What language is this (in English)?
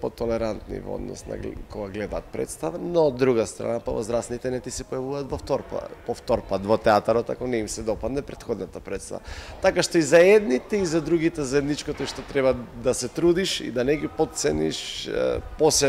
Macedonian